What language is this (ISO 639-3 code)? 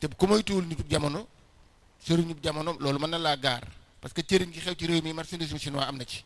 wol